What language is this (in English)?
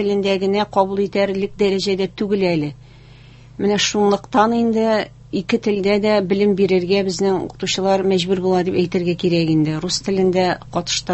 Tatar